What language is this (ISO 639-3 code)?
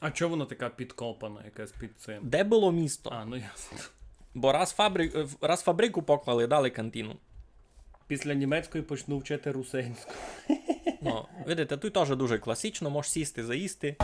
rue